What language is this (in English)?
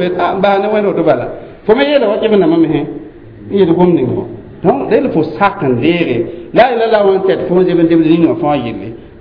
Mossi